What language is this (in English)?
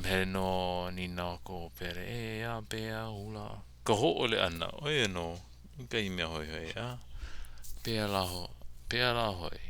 Hawaiian